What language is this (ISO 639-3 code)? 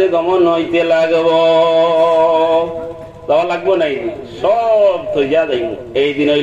syl